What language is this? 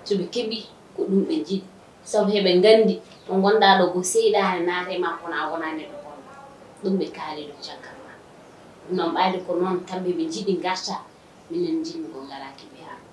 Fula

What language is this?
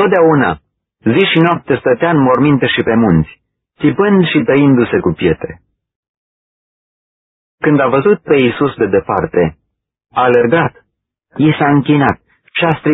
Romanian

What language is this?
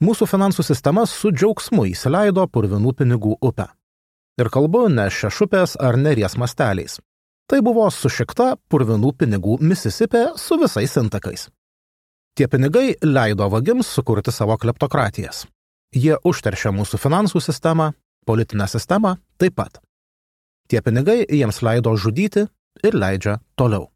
Lithuanian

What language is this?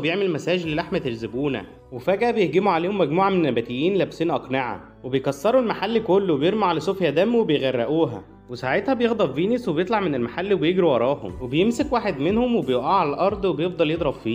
Egyptian Arabic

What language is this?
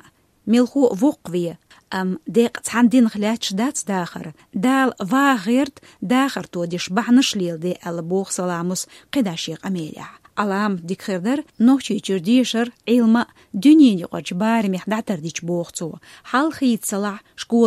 Chechen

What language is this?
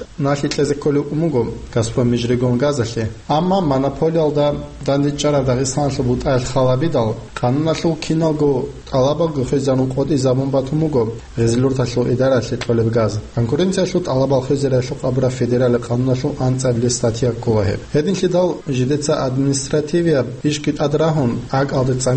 Avaric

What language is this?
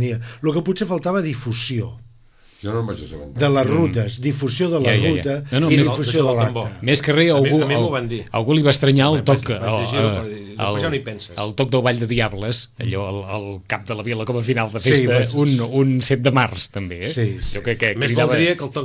Catalan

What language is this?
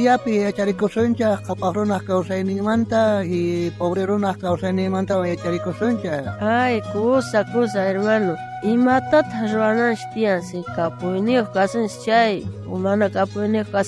South Bolivian Quechua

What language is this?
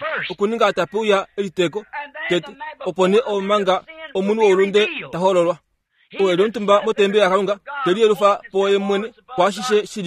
Kuanyama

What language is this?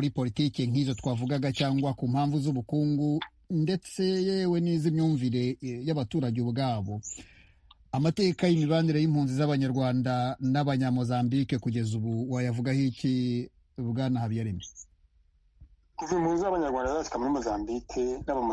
Kinyarwanda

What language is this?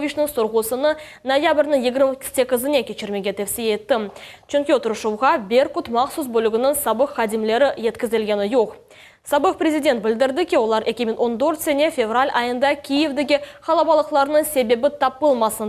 Crimean Tatar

